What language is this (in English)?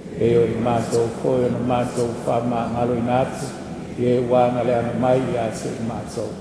Samoan